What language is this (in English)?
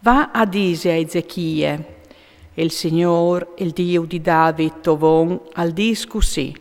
Friulian